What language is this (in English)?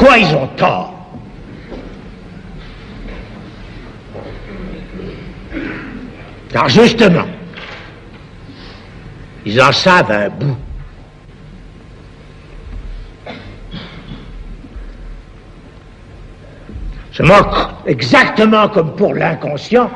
French